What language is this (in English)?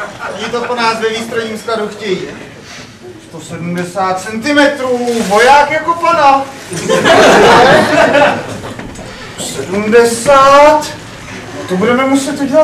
Czech